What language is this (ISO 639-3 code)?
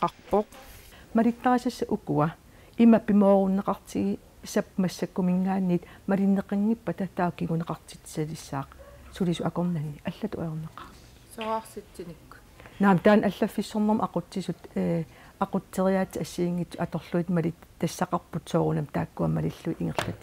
kal